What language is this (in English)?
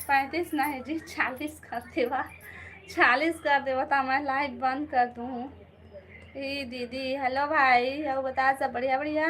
Chhattisgarhi